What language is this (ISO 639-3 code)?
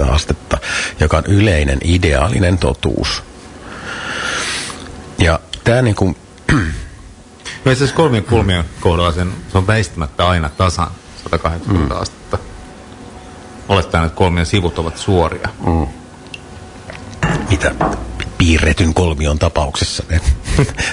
fin